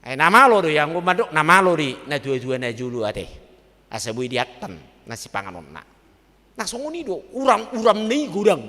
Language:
Batak Toba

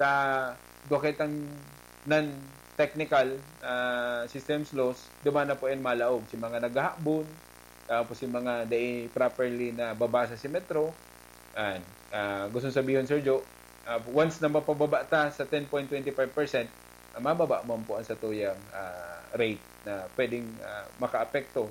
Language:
Bikol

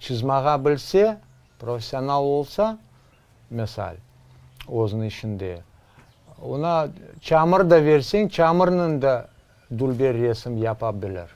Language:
Crimean Tatar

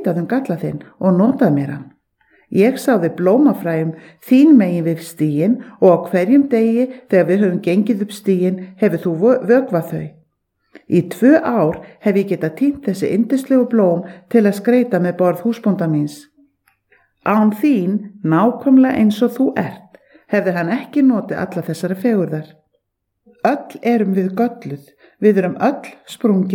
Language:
Icelandic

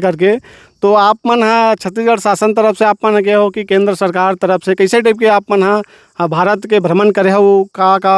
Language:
Chhattisgarhi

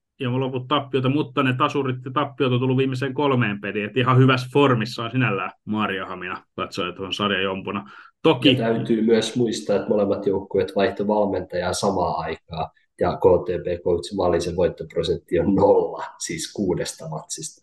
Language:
Finnish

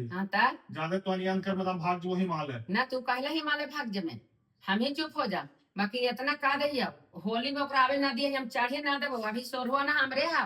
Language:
Magahi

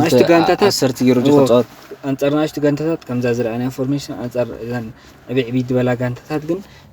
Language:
Tigrinya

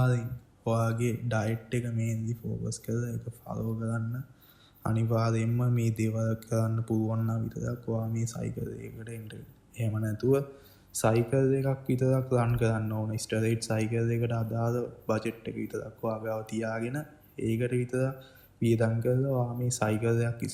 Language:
Sinhala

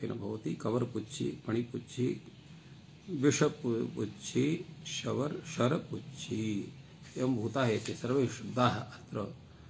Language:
Sanskrit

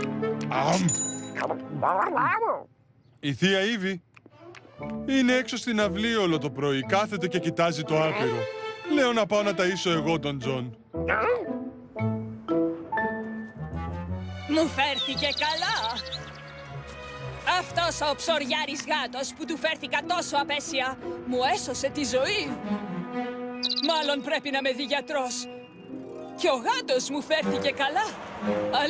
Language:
Greek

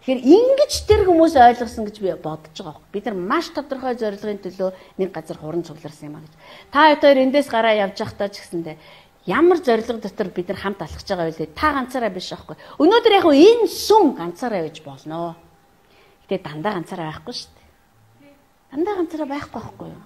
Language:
Mongolian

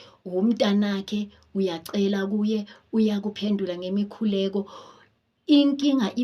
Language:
Zulu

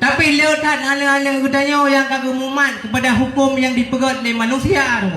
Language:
Achinese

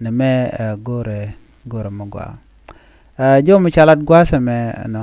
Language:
Nuer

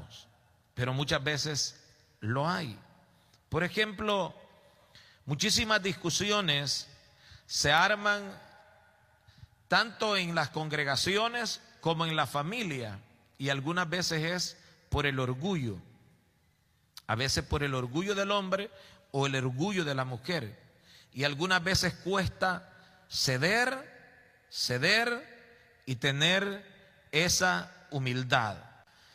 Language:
Spanish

